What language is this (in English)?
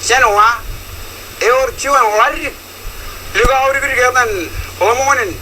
Marshallese